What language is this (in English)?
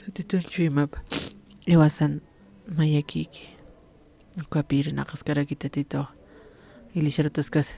Aymara